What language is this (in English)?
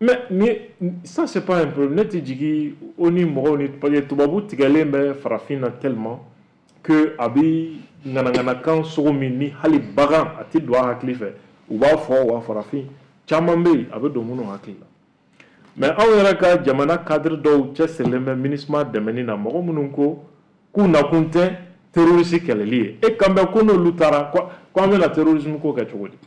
Bambara